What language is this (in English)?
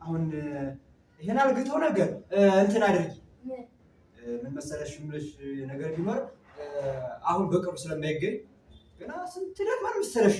Amharic